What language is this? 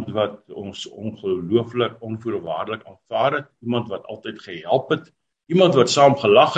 Afrikaans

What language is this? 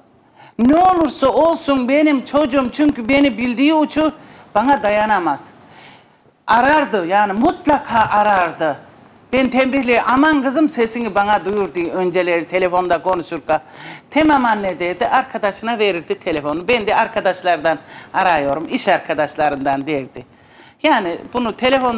Turkish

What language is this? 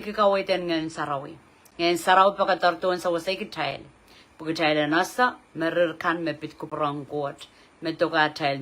Pohnpeian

